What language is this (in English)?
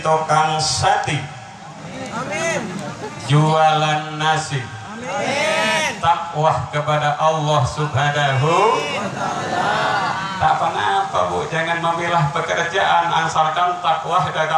Madurese